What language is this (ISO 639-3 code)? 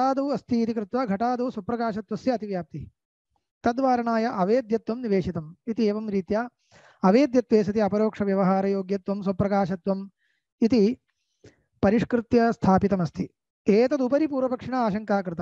san